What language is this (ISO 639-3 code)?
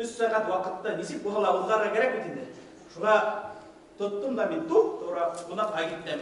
bak